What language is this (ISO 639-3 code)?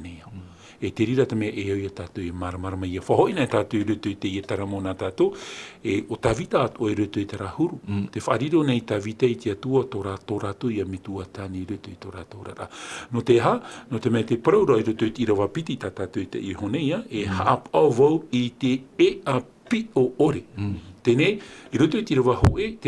tah